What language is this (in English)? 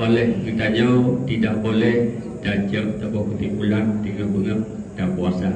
Achinese